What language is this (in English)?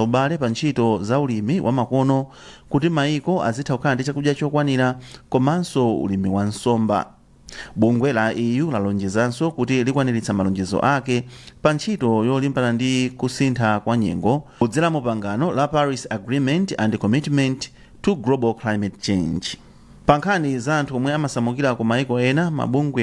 Nyanja